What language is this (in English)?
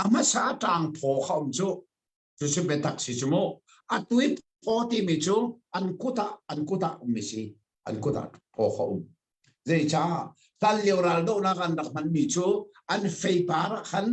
Hakha Chin